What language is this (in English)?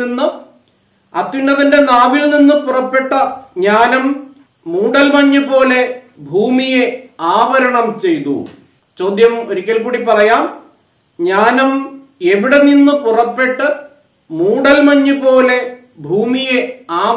Malayalam